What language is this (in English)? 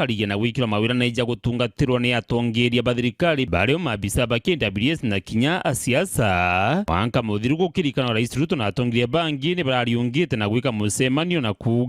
Meru